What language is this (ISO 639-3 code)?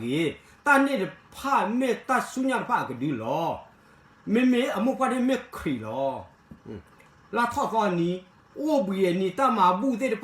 ksw